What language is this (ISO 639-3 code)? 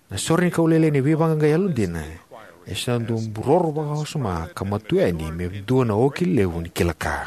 fij